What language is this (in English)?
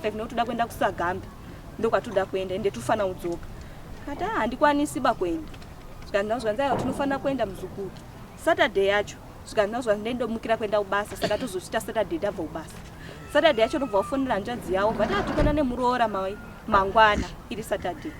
Shona